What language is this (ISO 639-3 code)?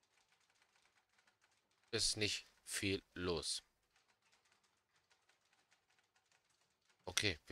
deu